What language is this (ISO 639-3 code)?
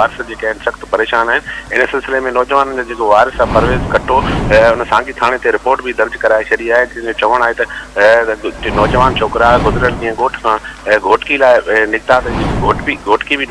snd